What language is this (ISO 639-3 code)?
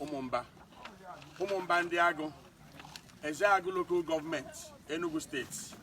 ibo